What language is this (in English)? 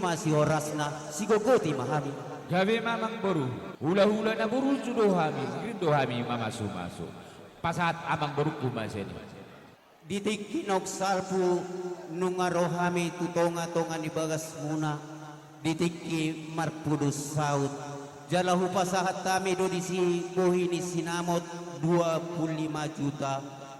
Batak Toba